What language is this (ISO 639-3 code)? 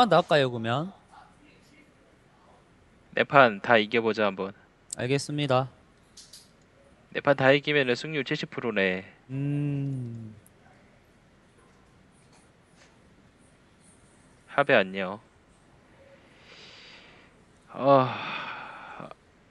kor